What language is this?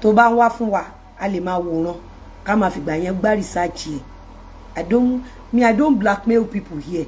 Yoruba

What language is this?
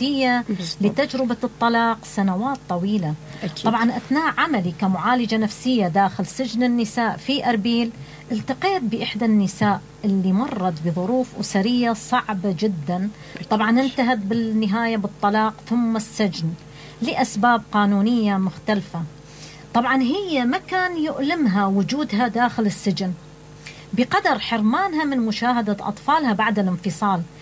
Mesopotamian Arabic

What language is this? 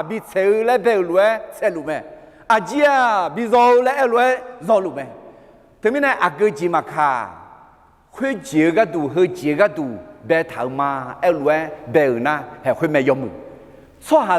Akha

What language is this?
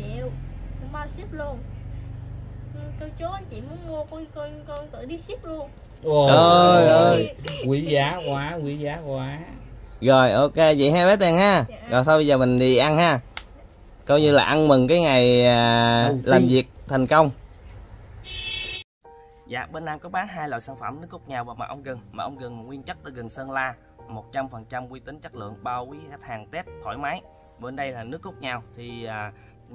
Vietnamese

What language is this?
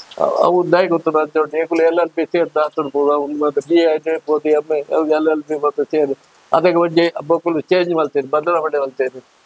Tulu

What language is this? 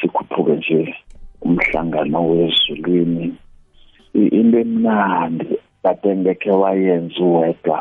South Ndebele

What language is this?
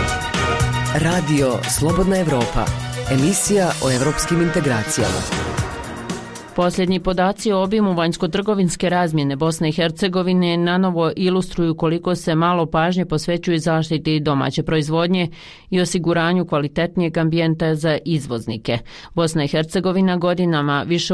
Bosnian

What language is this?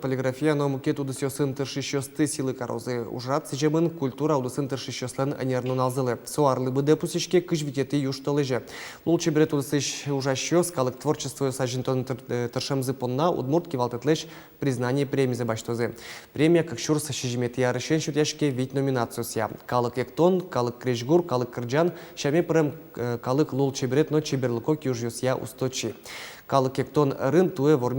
Udmurt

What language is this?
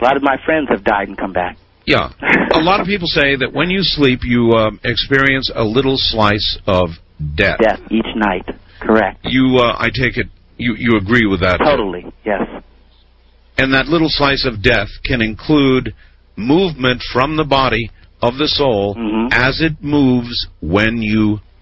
English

